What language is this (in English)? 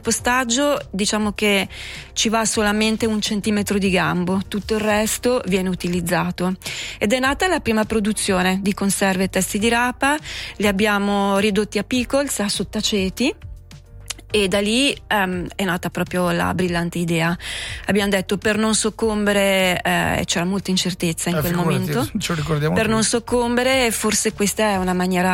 Italian